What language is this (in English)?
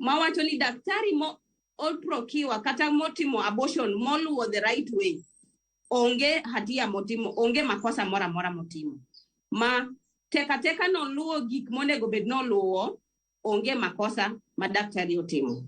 Luo (Kenya and Tanzania)